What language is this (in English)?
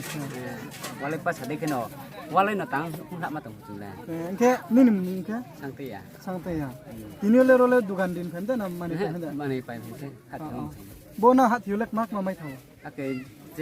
Riang (India)